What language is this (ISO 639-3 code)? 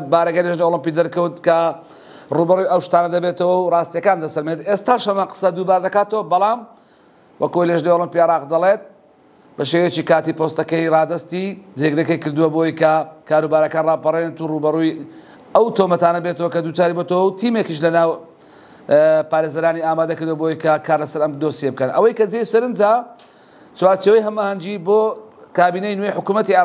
ckb